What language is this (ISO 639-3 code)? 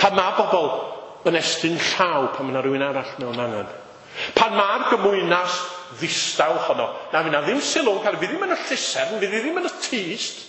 cym